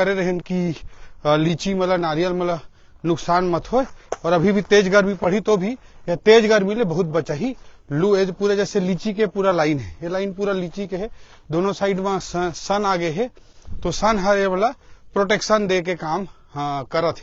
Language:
Chhattisgarhi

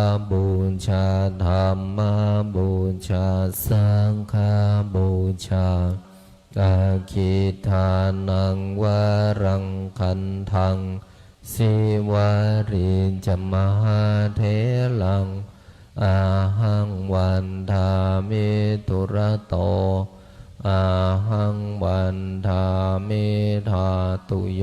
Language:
Pali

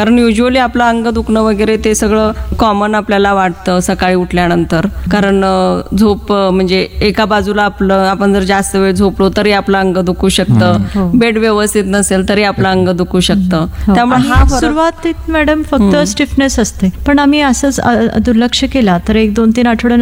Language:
Marathi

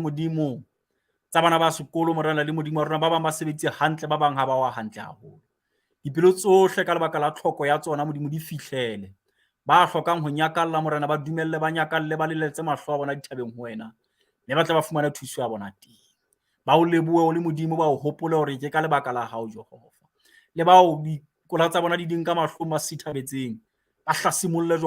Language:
Southern Sotho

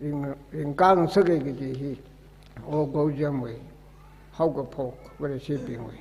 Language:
Tangkhul Naga (India)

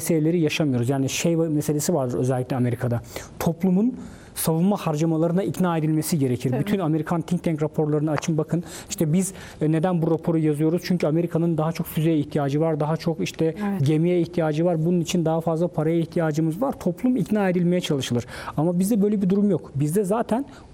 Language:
Turkish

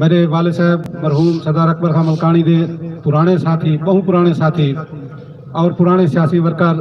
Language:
Saraiki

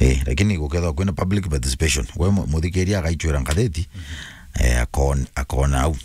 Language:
Meru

